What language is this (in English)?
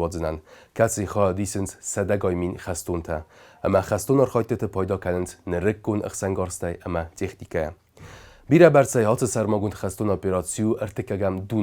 Ossetic